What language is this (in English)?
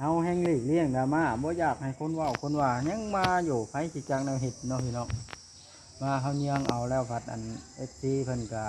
Lao